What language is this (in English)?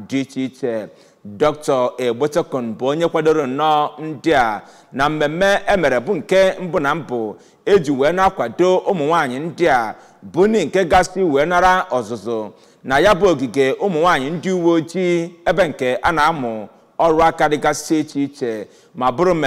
Igbo